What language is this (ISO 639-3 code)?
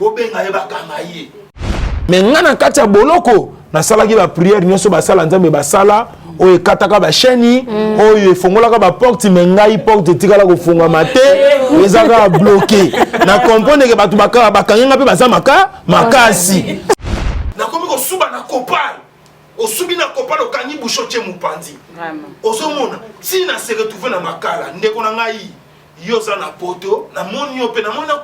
lin